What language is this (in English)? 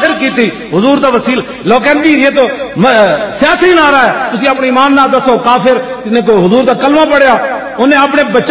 Western Panjabi